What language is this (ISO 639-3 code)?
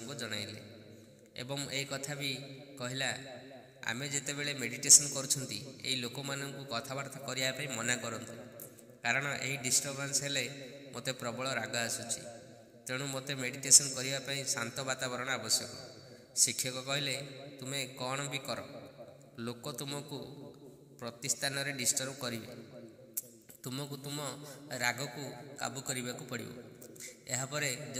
ori